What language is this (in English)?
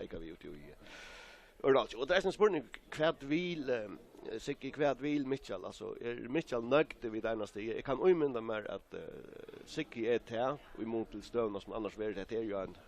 Faroese